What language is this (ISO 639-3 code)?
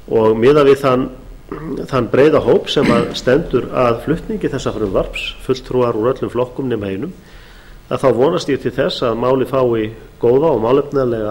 isl